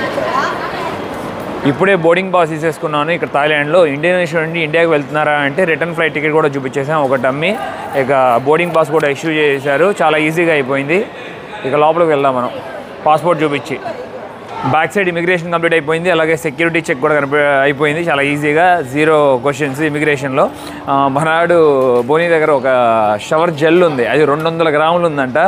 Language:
Telugu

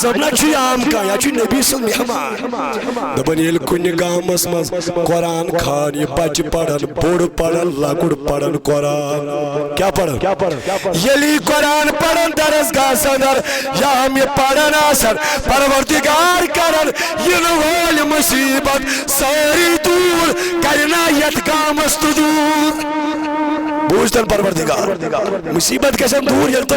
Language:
Kashmiri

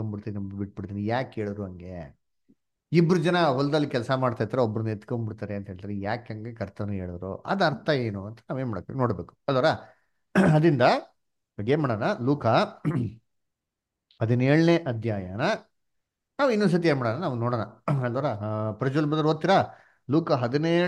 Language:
Kannada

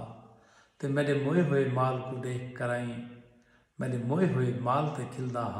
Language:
Saraiki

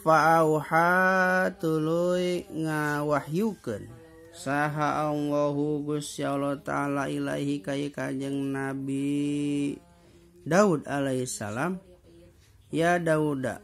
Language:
Sundanese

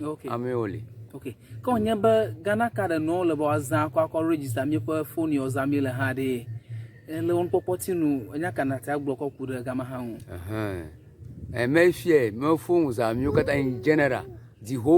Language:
Ewe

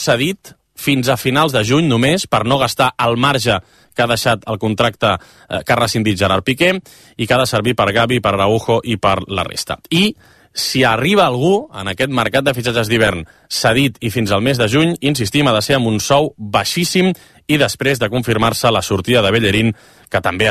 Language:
Catalan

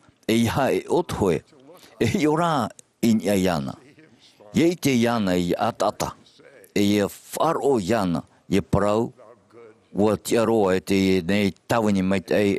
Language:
Tahitian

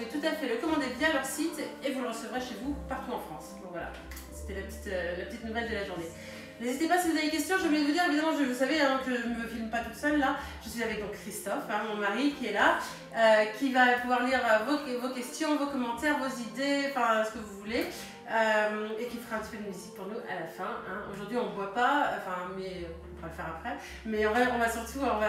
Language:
French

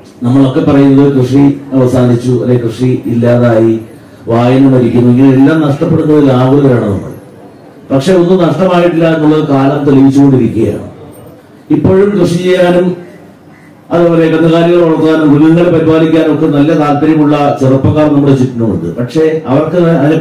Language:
Malayalam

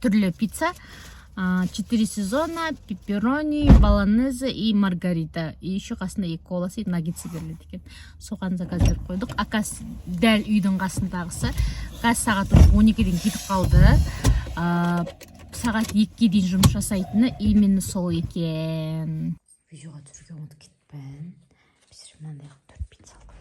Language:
Kazakh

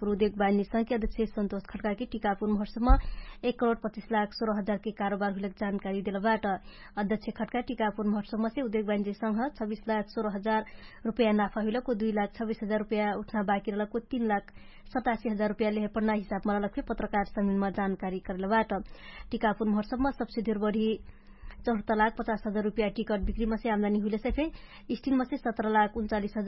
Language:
Dangaura Tharu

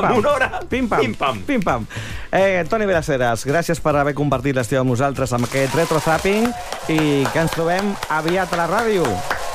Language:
Catalan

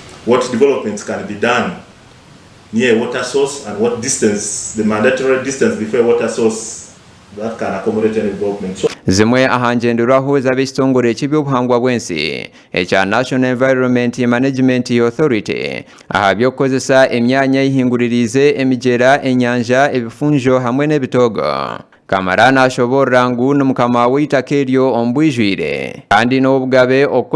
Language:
Nyankole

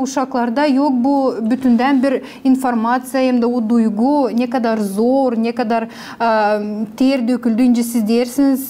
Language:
Gagauz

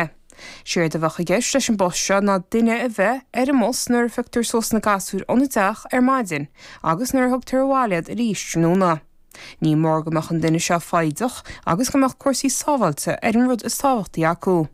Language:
Irish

